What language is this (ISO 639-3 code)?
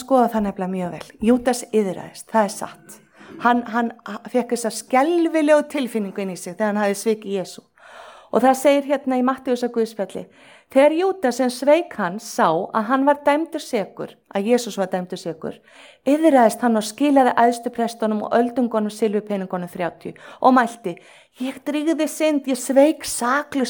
isl